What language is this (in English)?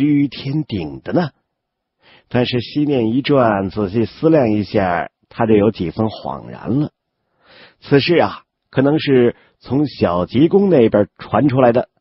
Chinese